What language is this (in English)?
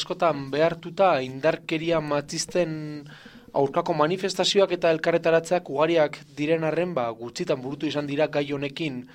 Basque